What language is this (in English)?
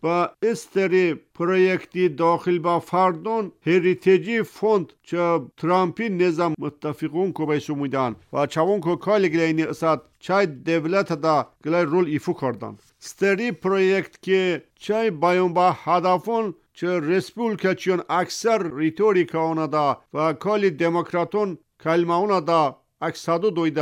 Armenian